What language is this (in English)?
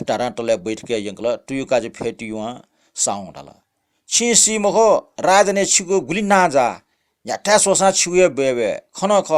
Newari